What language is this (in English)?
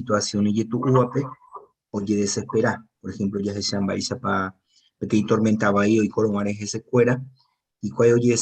Guarani